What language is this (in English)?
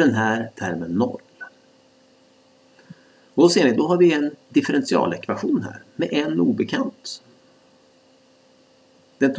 Swedish